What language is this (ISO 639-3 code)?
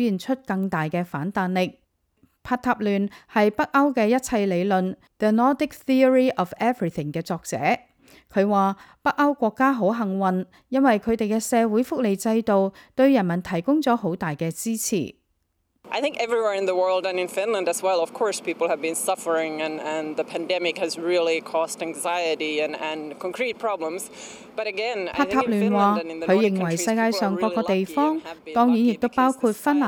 yue